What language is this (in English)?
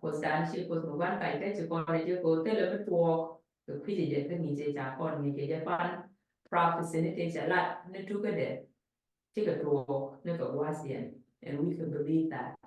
Nuer